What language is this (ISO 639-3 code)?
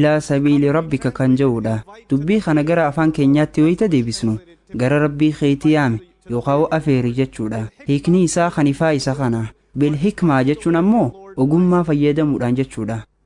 orm